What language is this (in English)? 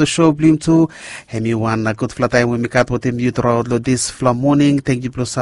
Bislama